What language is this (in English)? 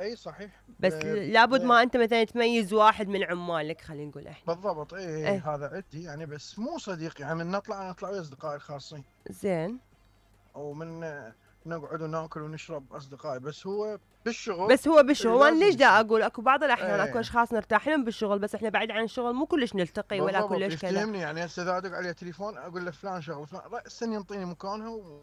Mesopotamian Arabic